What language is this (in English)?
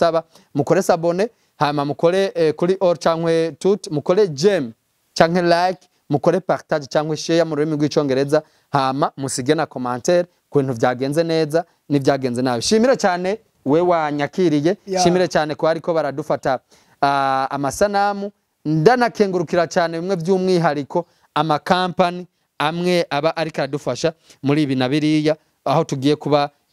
Rundi